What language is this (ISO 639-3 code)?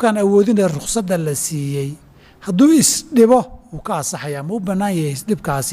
som